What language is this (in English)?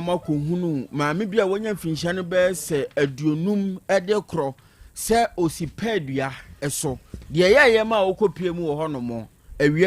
Akan